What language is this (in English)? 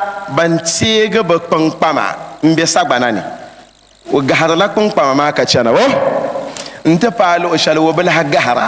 Dagbani